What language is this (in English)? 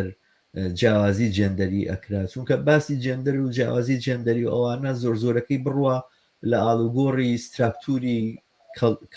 Central Kurdish